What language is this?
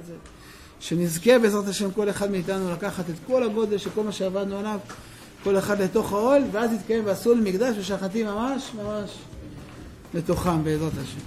Hebrew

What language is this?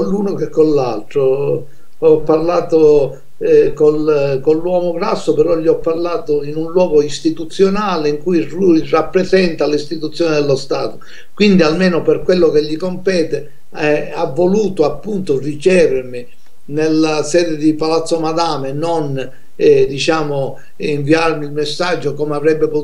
Italian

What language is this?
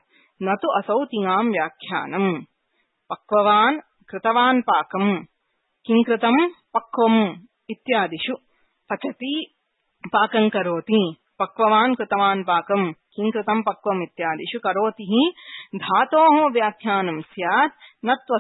Sanskrit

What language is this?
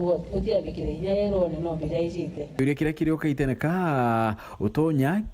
Meru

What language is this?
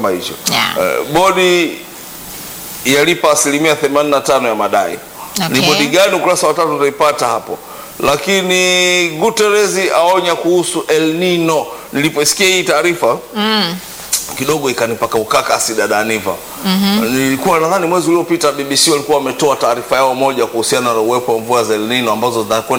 Swahili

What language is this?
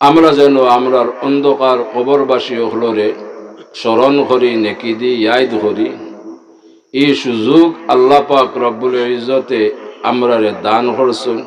Sylheti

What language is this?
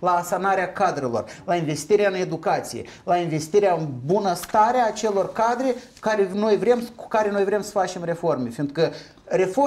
Romanian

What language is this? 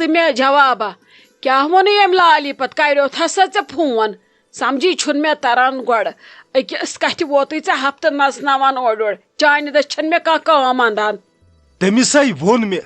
Kashmiri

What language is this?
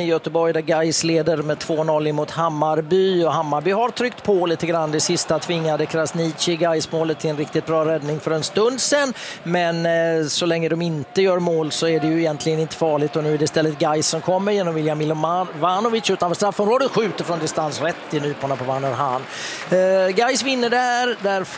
Swedish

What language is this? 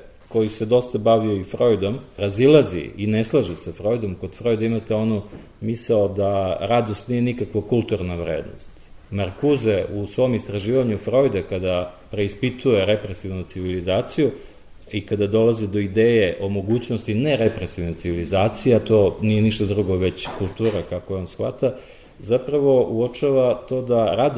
Serbian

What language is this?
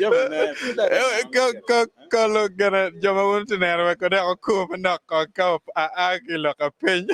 Acoli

